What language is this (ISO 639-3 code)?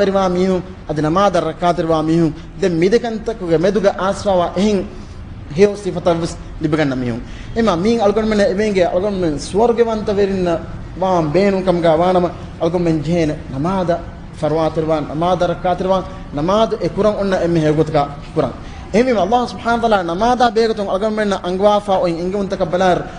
div